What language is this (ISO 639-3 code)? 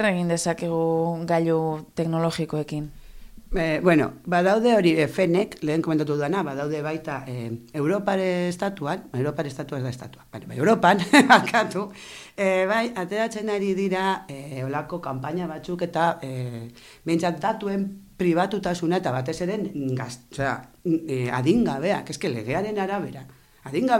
eus